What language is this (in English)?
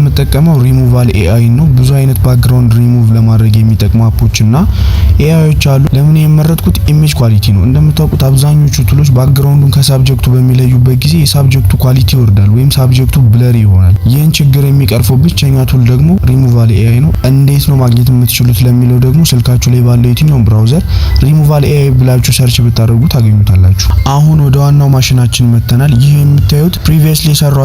Amharic